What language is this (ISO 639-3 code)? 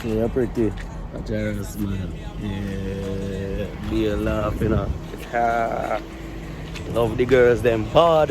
jam